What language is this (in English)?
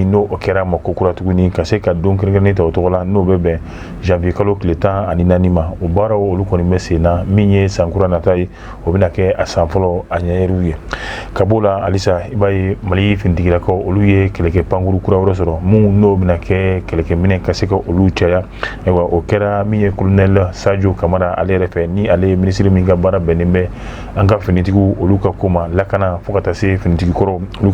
Bambara